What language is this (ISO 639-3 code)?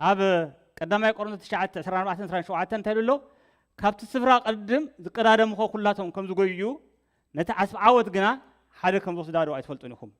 tir